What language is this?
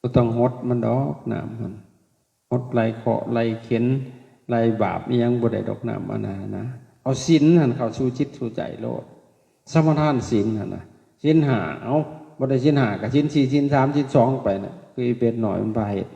Northeastern Thai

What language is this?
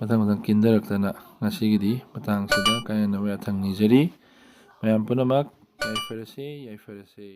Manipuri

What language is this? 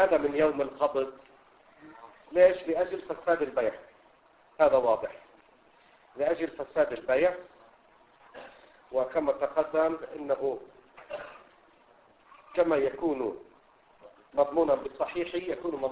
Arabic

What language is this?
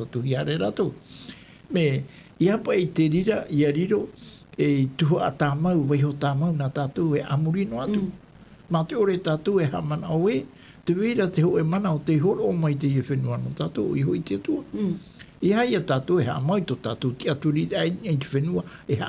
Tahitian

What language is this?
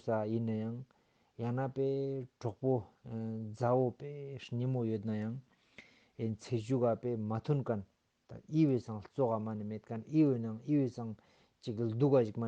Ladakhi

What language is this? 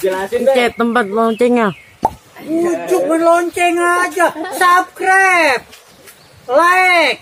Betawi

